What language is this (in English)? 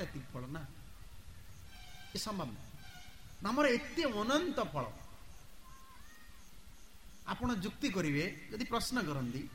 Odia